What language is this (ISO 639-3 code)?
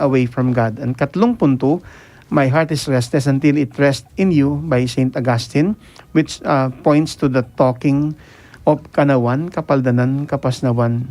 pam